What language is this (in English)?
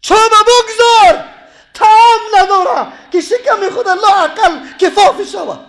Persian